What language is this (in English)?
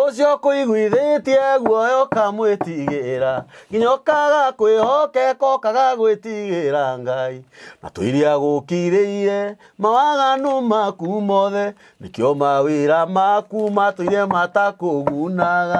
Kikuyu